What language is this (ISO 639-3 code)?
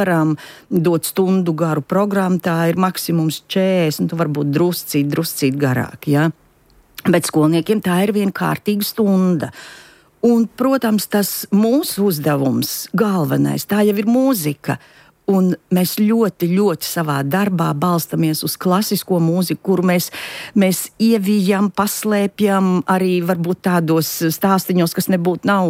lav